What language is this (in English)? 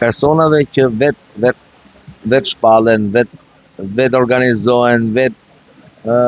Albanian